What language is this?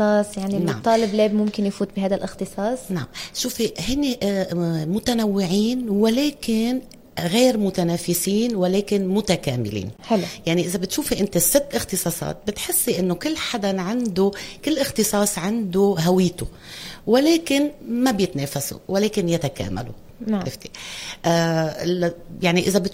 North Levantine Arabic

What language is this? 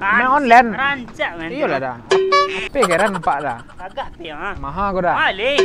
Minangkabau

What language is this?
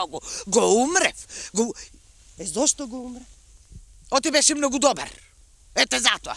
Macedonian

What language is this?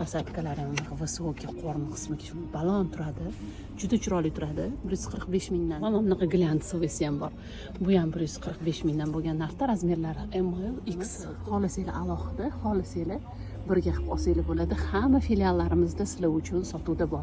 Uzbek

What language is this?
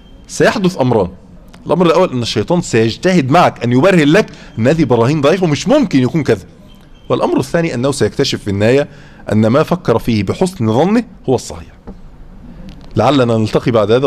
Arabic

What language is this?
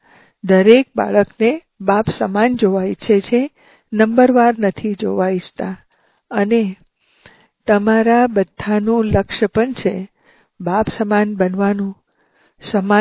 Gujarati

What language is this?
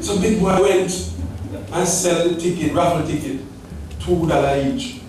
Jamaican Creole English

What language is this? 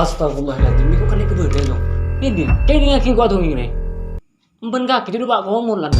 Madurese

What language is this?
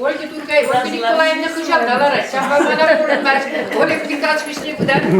Chuvash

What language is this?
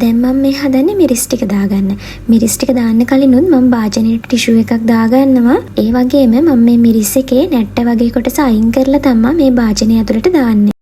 Sinhala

